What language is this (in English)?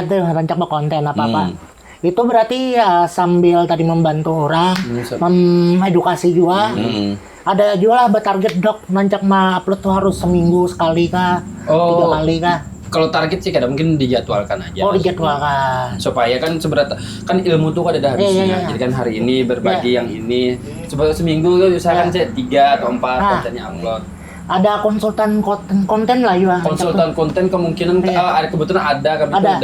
Banjar